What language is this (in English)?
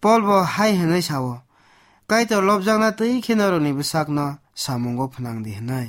Kok Borok